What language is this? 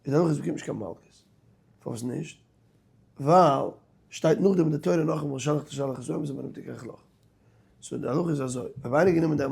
Yiddish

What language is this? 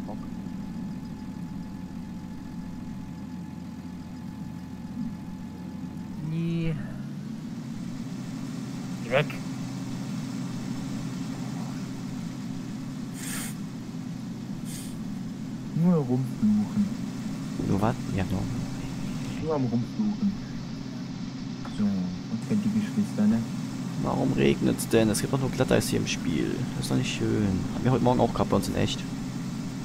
German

